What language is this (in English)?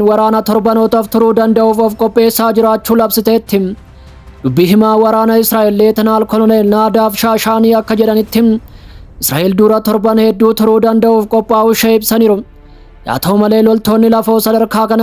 Oromo